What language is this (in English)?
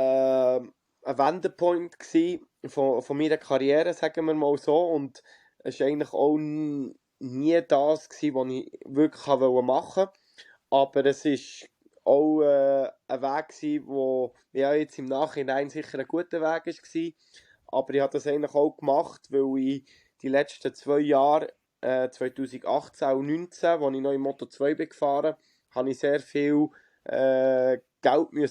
Swiss German